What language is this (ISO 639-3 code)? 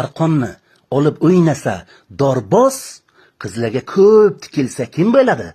uzb